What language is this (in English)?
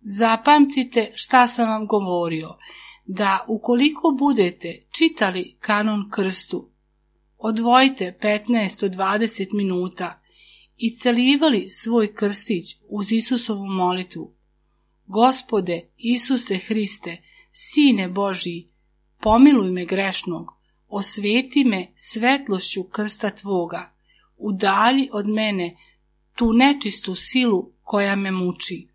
Serbian